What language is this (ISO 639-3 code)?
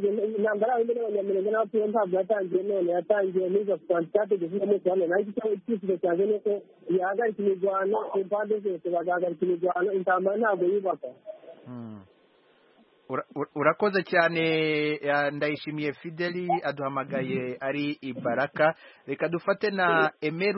kin